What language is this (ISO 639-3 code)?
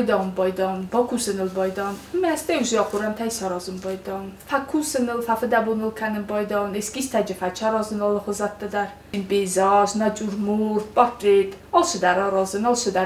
oss